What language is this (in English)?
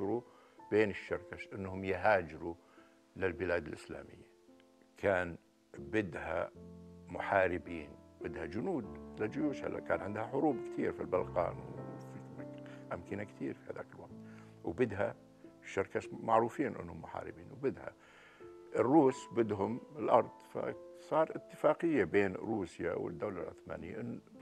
North Levantine Arabic